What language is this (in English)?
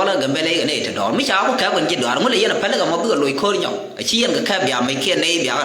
Nuer